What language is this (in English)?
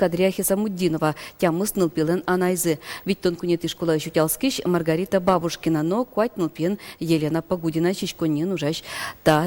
Udmurt